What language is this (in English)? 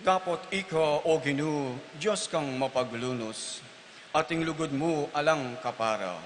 Pampanga